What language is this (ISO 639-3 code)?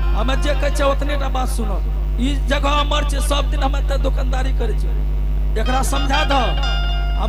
anp